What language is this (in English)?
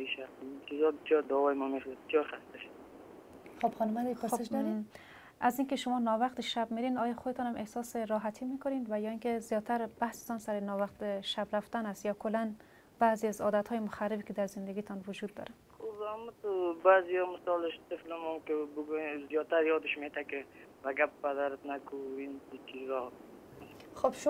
Persian